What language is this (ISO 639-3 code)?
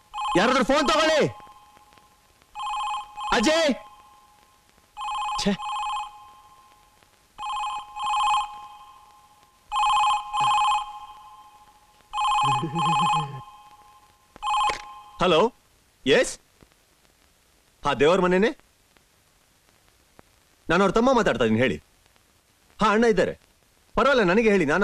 kan